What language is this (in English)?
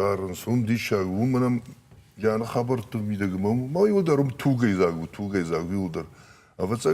Ossetic